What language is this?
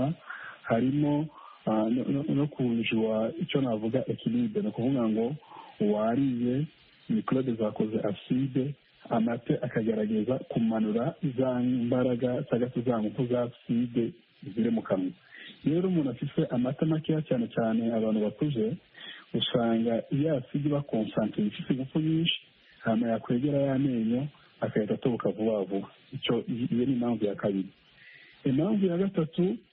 Kinyarwanda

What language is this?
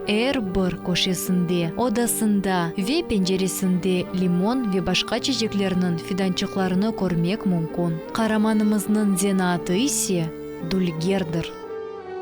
Crimean Tatar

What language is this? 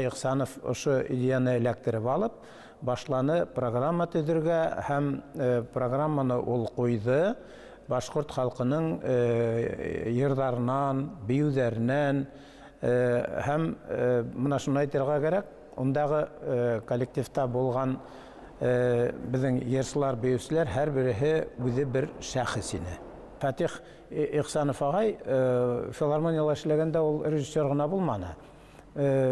Bashkir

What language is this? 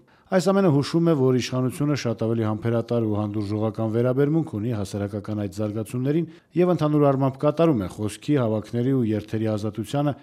Armenian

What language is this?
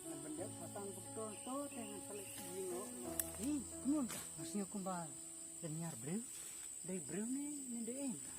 Khasi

